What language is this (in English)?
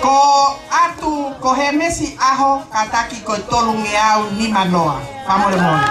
Tongan